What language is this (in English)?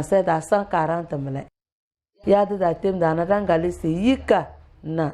Tem